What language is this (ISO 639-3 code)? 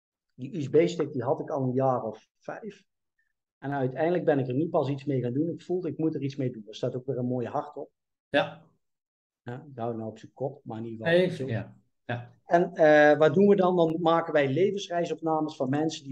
nld